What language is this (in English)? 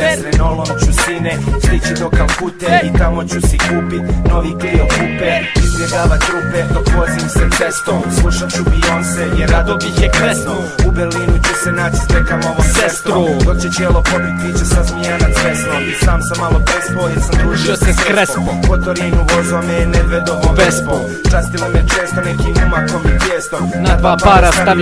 Bosnian